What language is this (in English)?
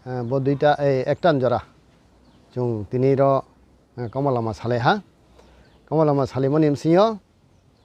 Riang (India)